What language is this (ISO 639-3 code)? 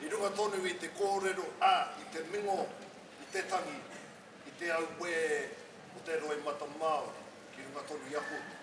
mri